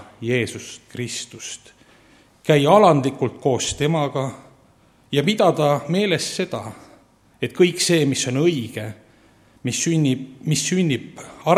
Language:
Estonian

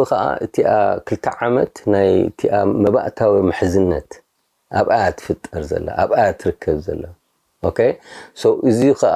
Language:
Tigrinya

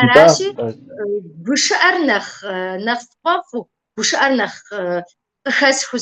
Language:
Kabardian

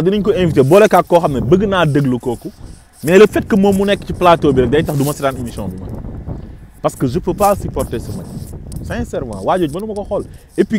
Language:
Wolof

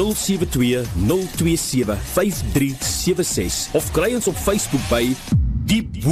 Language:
Afrikaans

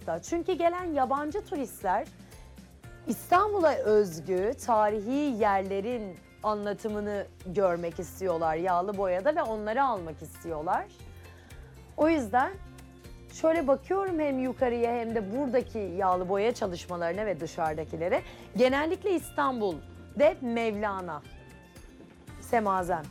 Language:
Turkish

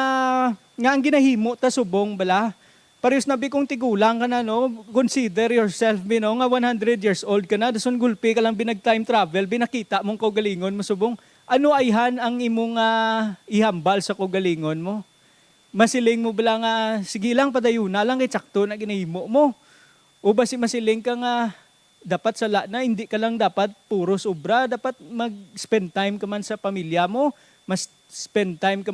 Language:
Hiligaynon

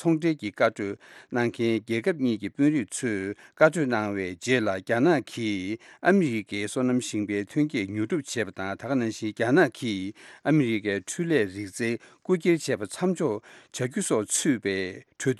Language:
Tibetan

